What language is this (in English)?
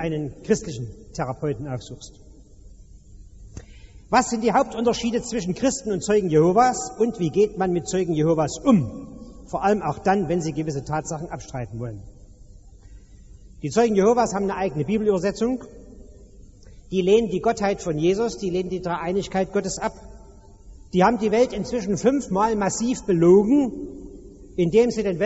German